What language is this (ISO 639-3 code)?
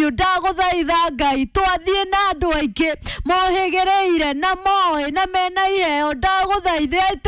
kik